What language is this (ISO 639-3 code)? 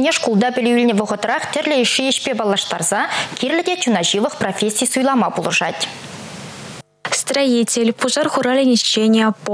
chv